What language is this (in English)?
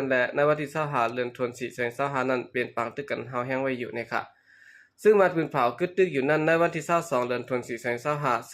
Shan